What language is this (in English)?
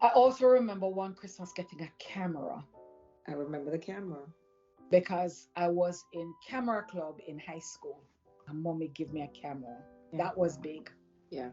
Jamaican Creole English